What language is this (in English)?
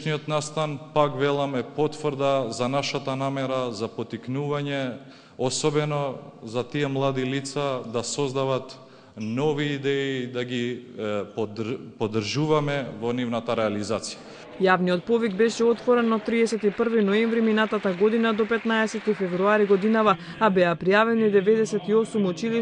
Macedonian